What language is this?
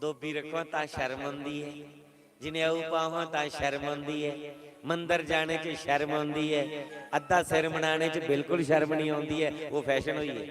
Dogri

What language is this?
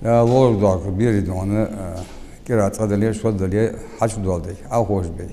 Ingush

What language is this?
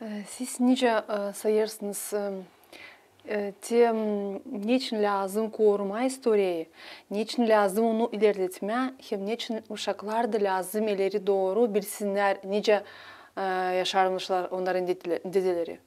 Gagauz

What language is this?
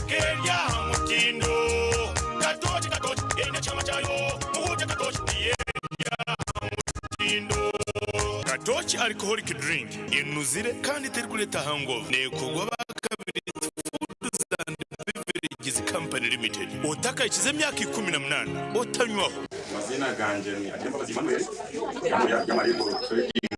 Nyankole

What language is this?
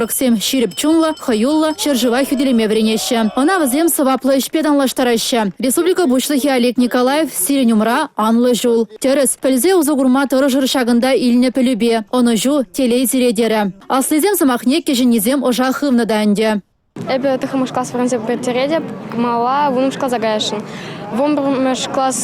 Chuvash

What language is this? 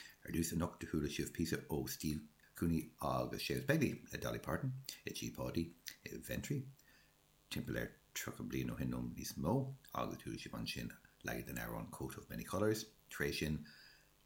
Irish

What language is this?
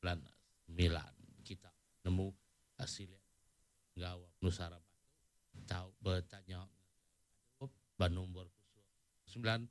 Iban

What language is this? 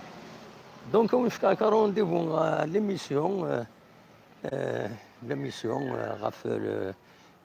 Kabyle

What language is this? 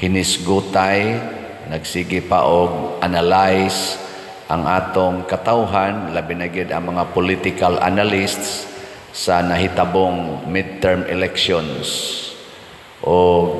Cebuano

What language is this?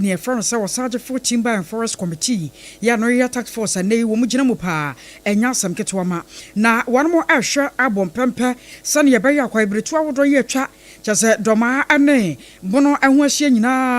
Akan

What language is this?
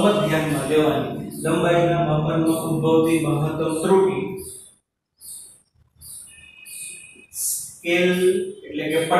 Gujarati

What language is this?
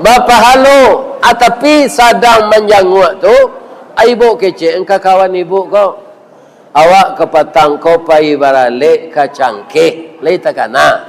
Minangkabau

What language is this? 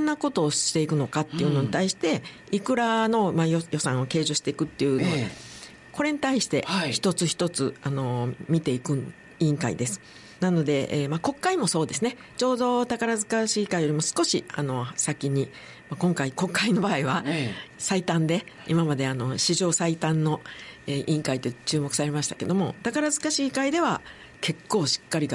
Japanese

